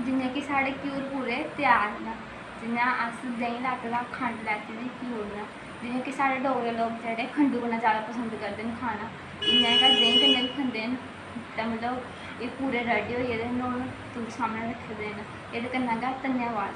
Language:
Dogri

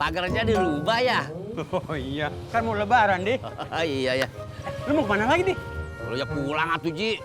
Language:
Betawi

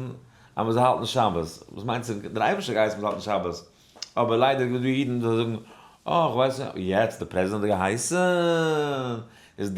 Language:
Yiddish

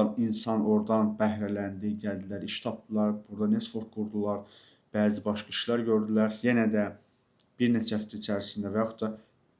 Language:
Azerbaijani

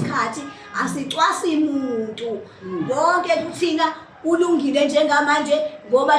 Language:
Zulu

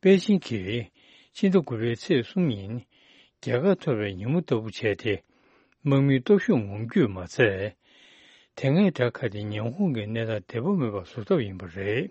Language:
Tibetan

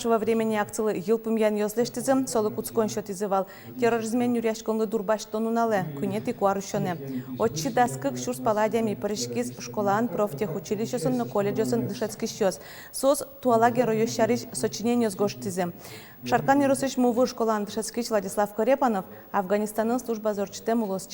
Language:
Udmurt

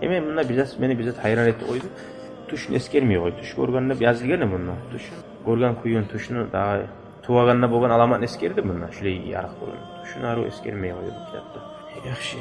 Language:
Kumyk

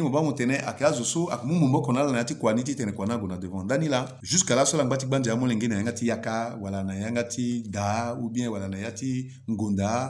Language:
Sango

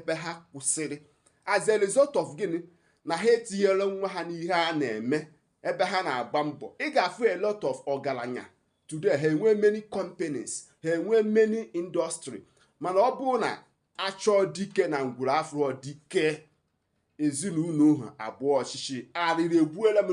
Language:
Igbo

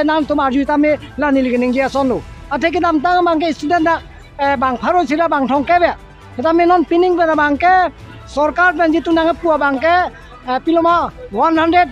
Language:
Karbi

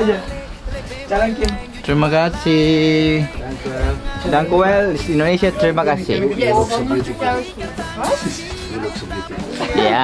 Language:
Ambonese Malay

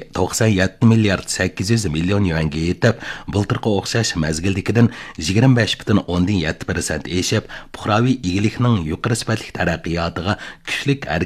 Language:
Uyghur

